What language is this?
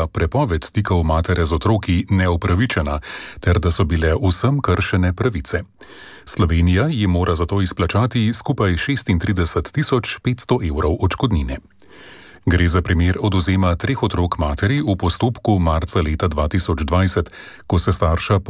Slovenian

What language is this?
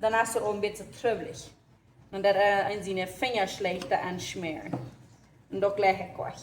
Plautdietsch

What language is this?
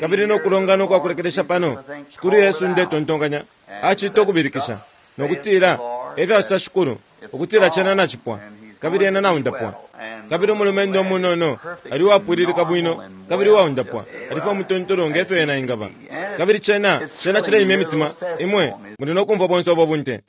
Bemba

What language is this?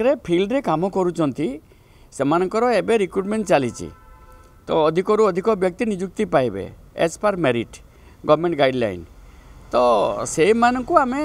Odia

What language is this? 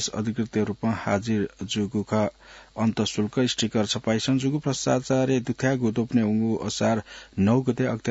Newari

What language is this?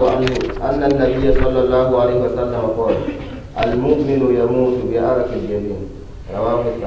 Mossi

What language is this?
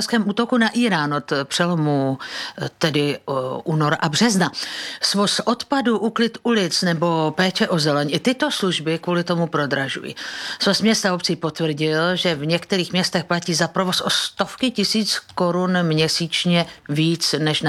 Czech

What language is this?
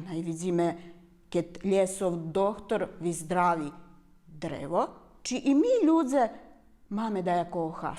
Rusyn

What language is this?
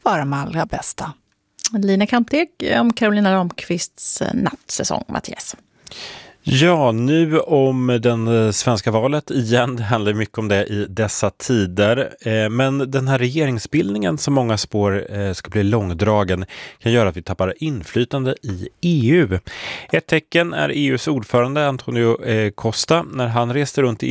Swedish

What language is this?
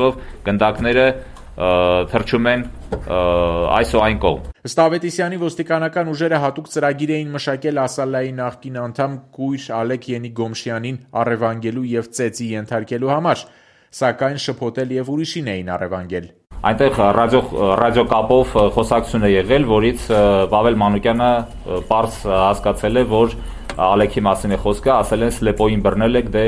Armenian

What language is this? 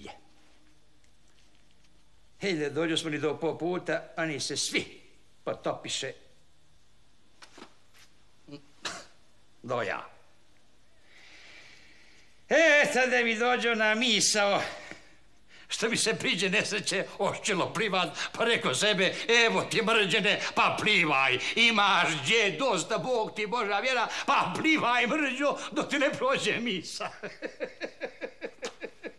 Croatian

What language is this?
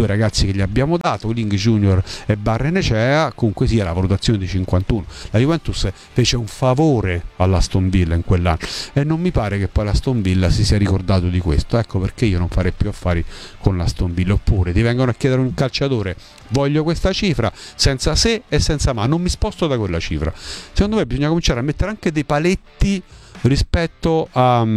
Italian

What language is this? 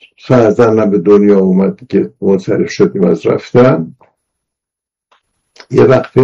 Persian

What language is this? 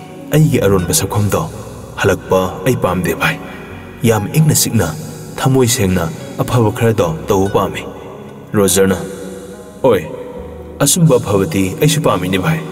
Manipuri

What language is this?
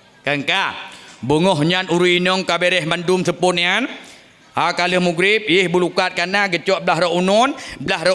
Achinese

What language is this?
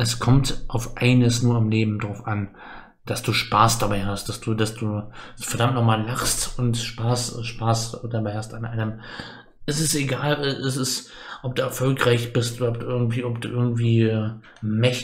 German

